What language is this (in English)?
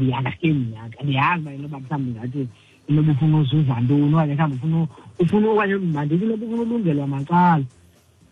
Xhosa